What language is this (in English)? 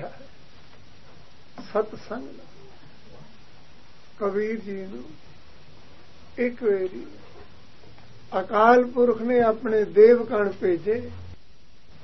Punjabi